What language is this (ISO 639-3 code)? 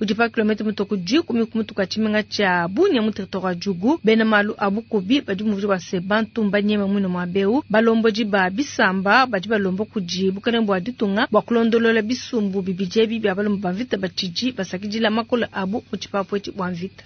lua